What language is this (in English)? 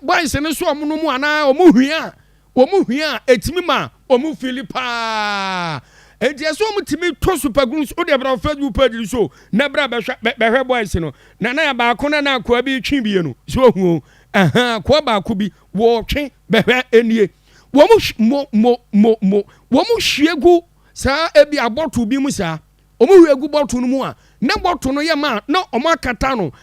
Akan